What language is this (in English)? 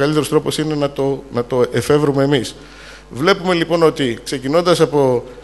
Greek